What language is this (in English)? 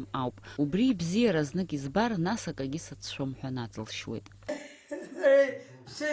Abkhazian